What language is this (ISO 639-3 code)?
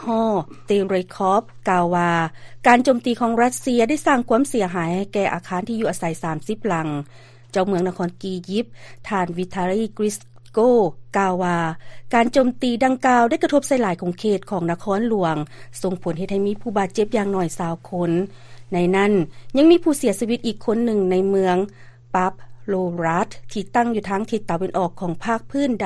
lao